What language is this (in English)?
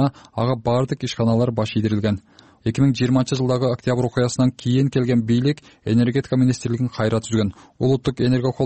Kyrgyz